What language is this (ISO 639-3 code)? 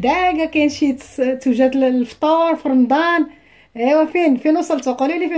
ary